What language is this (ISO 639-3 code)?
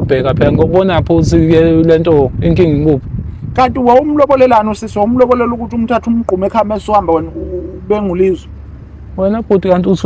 zul